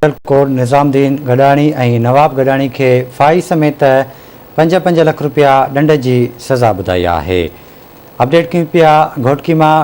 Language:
Sindhi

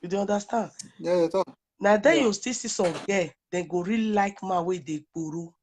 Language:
Nigerian Pidgin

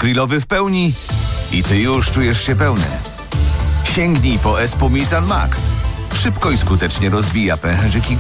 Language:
Polish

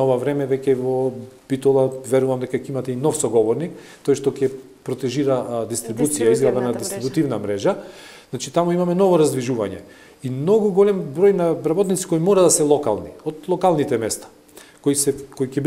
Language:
Macedonian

